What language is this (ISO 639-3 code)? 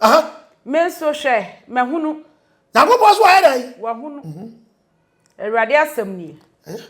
aka